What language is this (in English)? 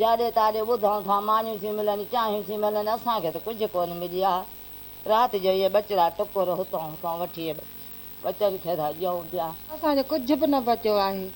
Sindhi